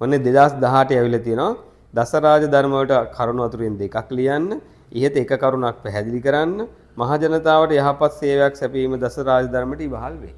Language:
Sinhala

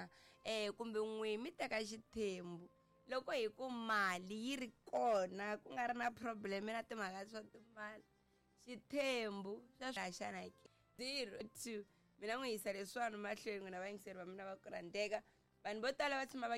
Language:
Tsonga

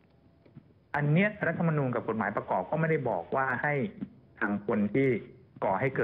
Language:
Thai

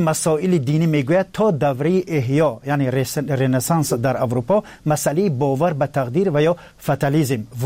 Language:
Persian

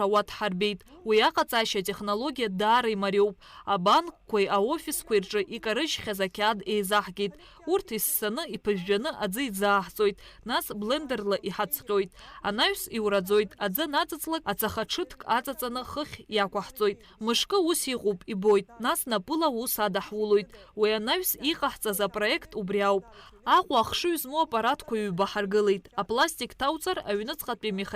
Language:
Abkhazian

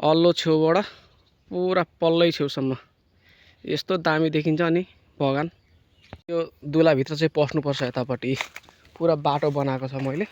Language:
Nepali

